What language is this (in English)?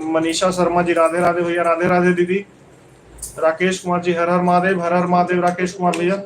Magahi